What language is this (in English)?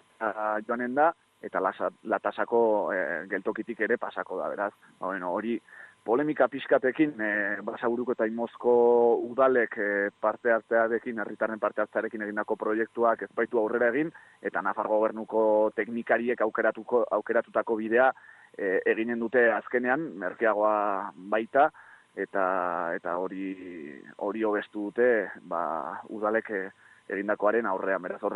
Basque